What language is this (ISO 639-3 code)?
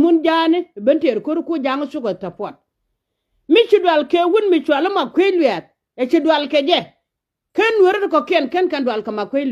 nus